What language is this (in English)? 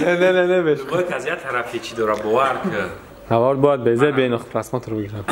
Tajik